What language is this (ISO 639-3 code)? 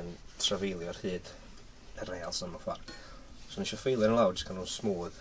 cym